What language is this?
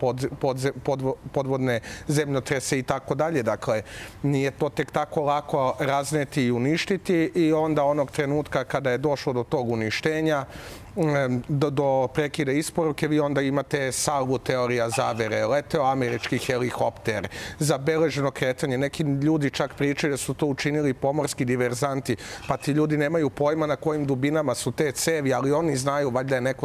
Serbian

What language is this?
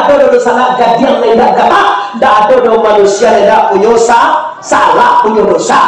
Minangkabau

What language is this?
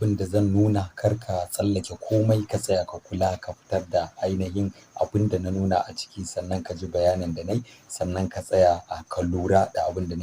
Hausa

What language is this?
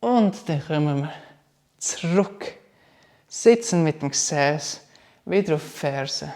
Swiss German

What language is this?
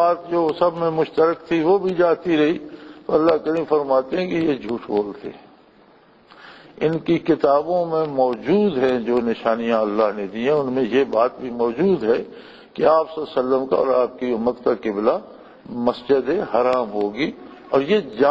Urdu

